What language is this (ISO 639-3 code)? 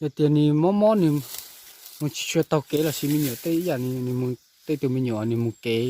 hmn